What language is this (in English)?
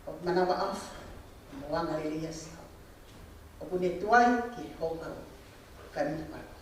Tongan